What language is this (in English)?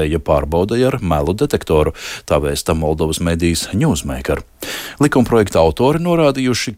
Latvian